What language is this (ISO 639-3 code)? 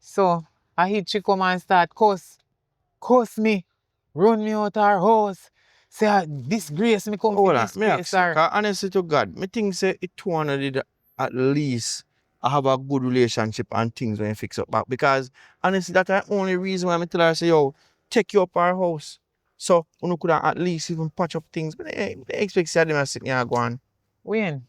jam